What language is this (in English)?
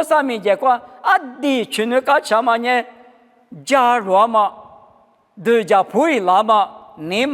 Lisu